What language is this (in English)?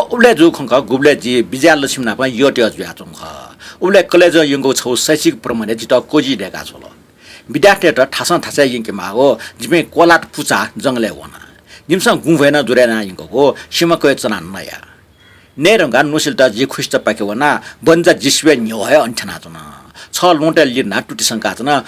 Newari